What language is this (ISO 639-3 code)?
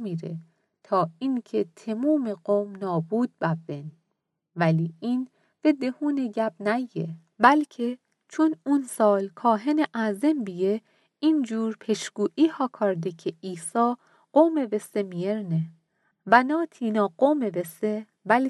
mzn